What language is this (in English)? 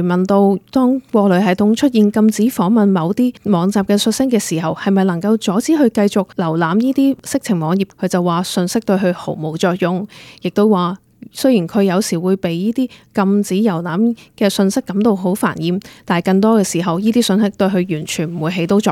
Cantonese